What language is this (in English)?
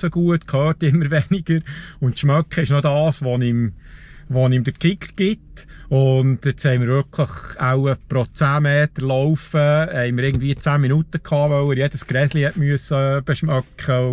Swiss German